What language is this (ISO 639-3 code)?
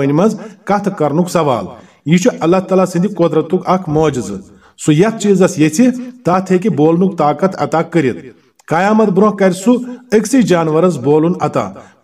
kas